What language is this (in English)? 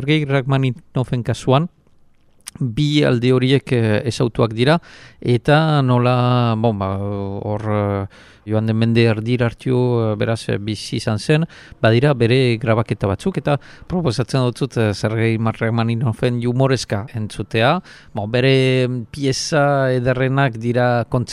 Basque